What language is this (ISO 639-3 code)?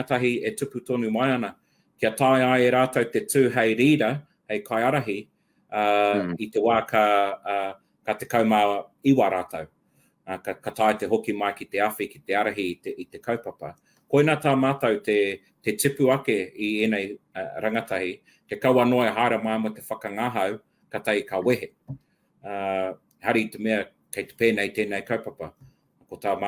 mri